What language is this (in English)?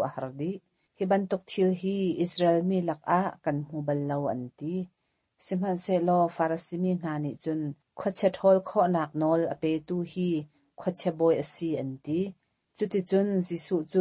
Hakha Chin